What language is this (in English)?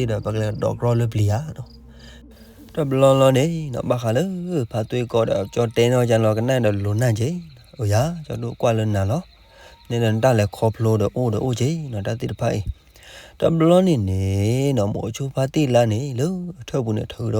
S'gaw Karen